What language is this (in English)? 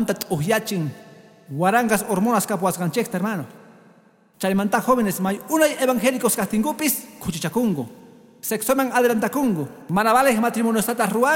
Quechua